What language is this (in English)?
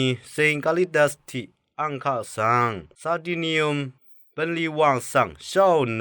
Rawang